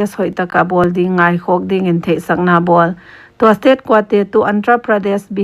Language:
Paite Chin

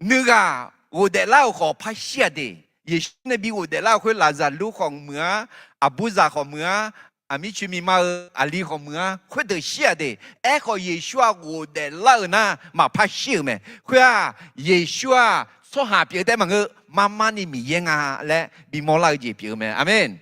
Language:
Akha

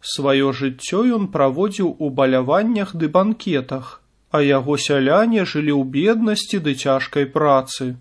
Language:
Belarusian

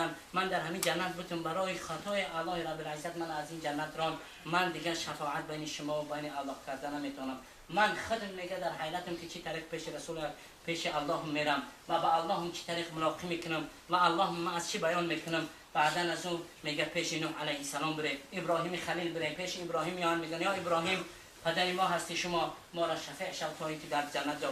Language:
Tajik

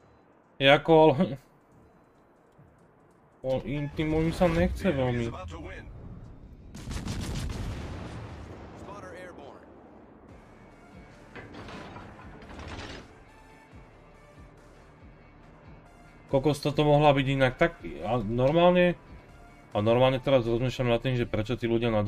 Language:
Slovak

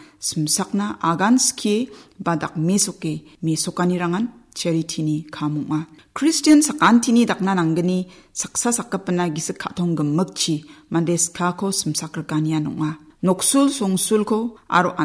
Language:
Garo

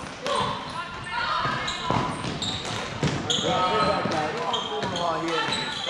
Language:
Finnish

